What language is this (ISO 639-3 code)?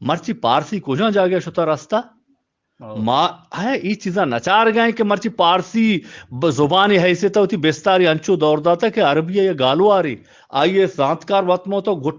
bgp